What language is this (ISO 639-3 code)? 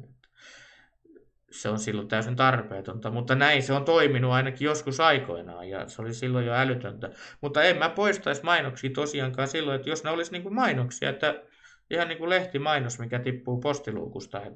fin